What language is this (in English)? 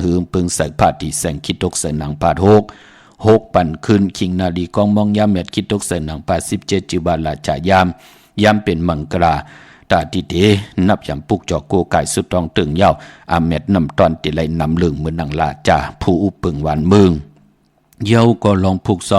Shan